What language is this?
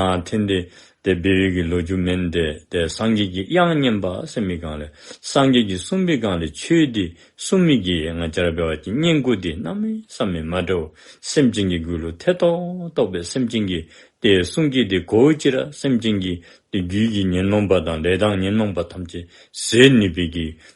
Dzongkha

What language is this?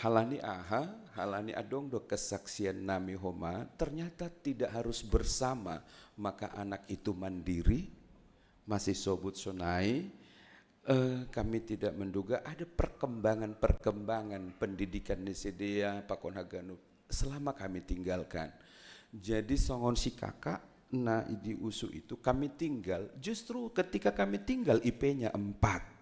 Batak Simalungun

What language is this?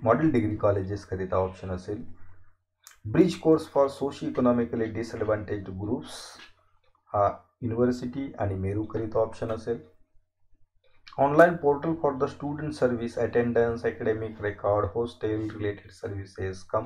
Marathi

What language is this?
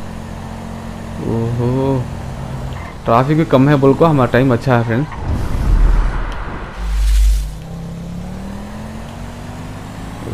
Hindi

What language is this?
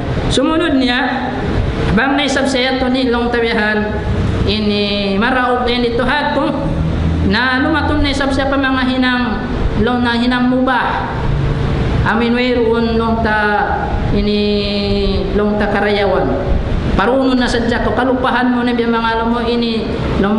Tausug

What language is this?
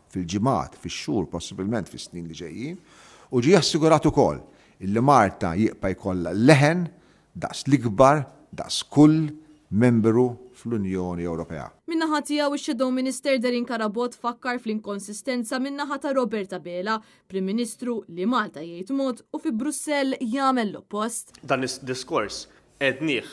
Maltese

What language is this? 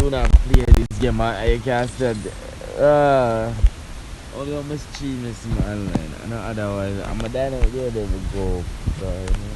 Jamaican Creole English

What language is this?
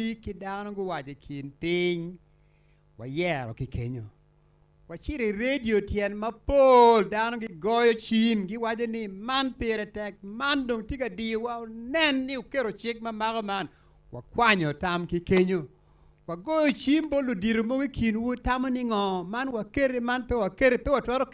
Acoli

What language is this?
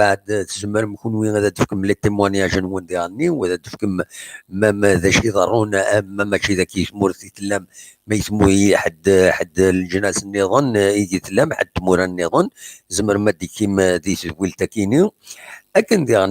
Kabyle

